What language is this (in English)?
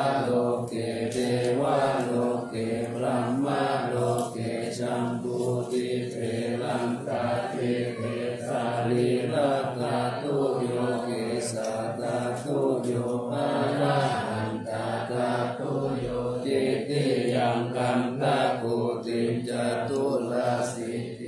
Pali